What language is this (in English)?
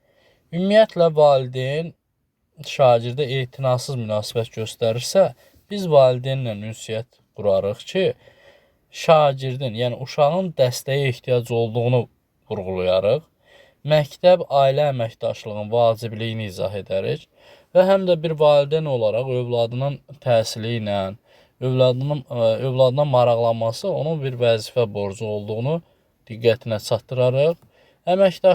Azerbaijani